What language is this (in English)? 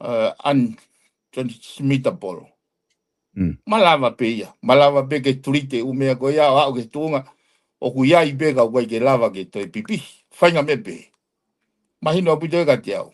Tongan